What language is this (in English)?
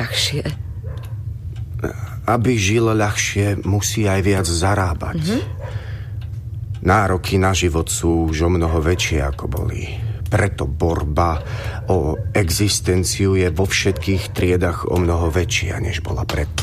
Slovak